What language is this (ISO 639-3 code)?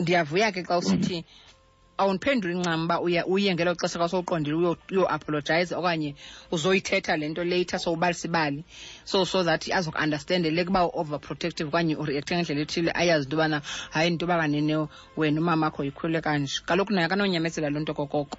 xho